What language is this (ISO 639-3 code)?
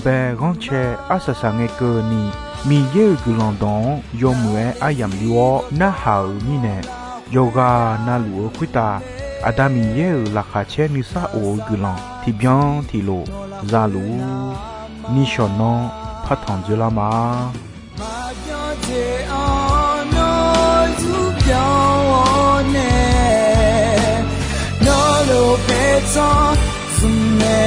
ahk